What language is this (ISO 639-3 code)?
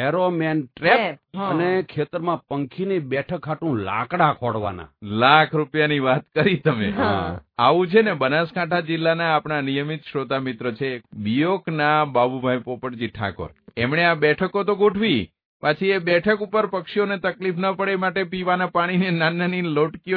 guj